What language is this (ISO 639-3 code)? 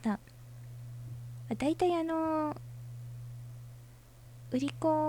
jpn